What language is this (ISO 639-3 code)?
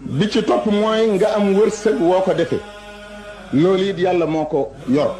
wol